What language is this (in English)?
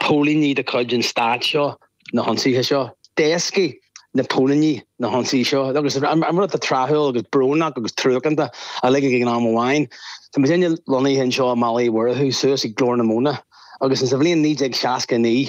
Irish